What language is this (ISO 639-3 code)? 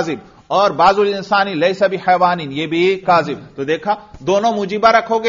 urd